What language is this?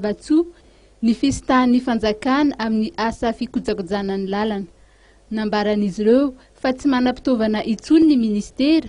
Malagasy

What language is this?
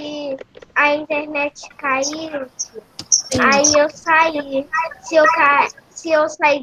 Portuguese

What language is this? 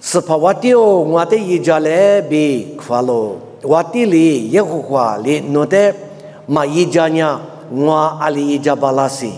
Lisu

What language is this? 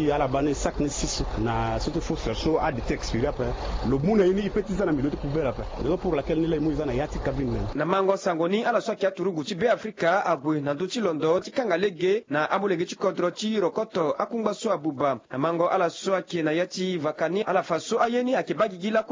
Sango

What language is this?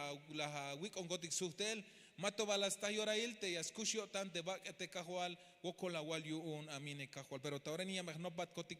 Tzeltal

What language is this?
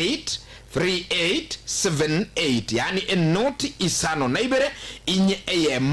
Gusii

